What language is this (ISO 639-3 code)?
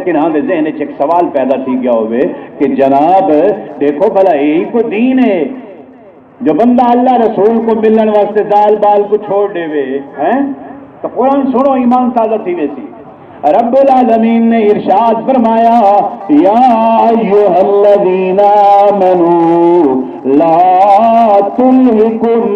skr